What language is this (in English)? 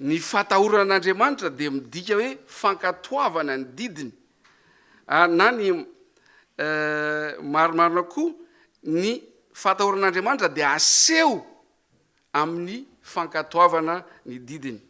Malagasy